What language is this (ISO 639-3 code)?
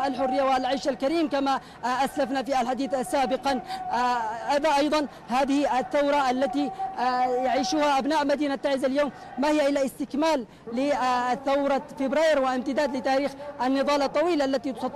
ara